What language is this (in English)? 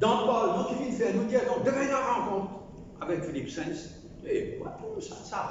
Morisyen